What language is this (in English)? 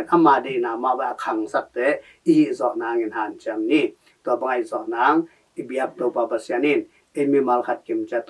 Tedim Chin